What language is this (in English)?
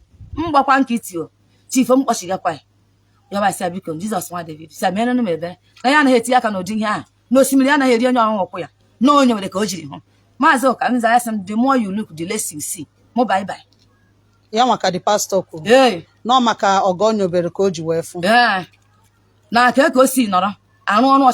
Igbo